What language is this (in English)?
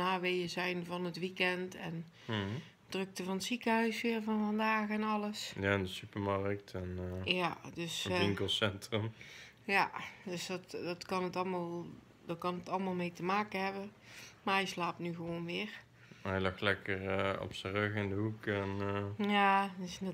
Dutch